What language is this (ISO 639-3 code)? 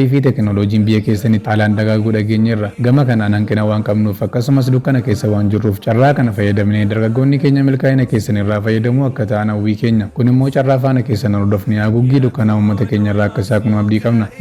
orm